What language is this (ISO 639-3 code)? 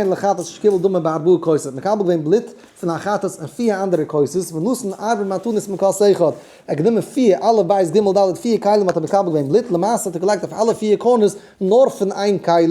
yid